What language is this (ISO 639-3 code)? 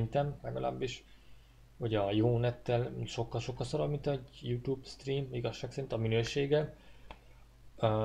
hun